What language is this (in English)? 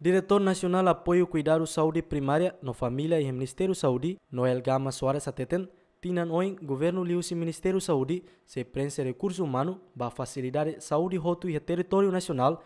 Tetum